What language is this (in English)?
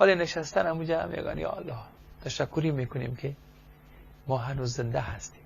Persian